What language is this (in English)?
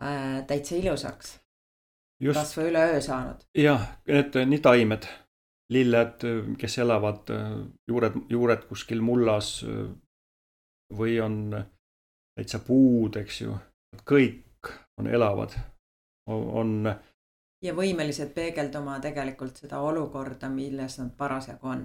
Estonian